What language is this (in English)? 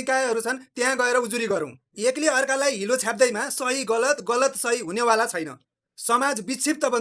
Nepali